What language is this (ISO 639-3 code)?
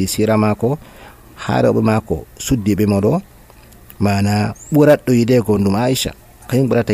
fuv